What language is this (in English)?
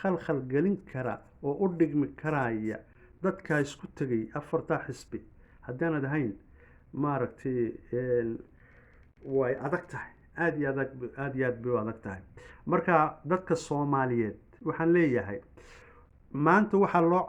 Somali